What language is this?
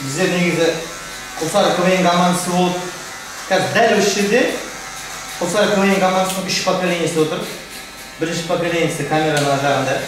Kazakh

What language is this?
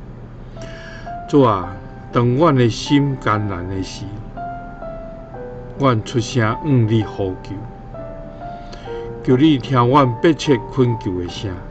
Min Nan Chinese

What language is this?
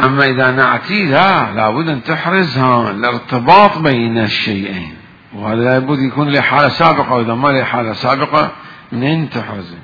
Mesopotamian Arabic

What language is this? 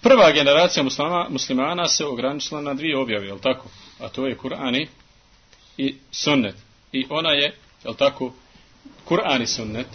Bosnian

